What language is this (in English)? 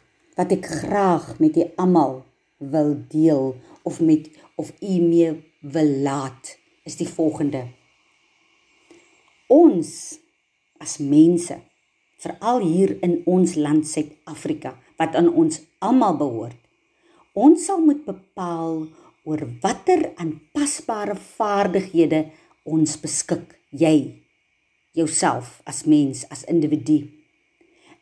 Afrikaans